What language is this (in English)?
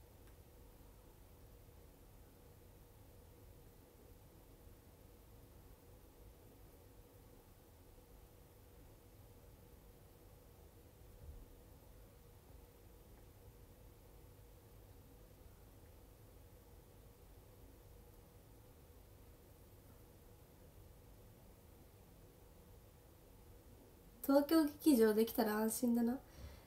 Japanese